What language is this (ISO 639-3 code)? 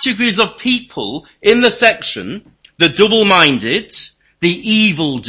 eng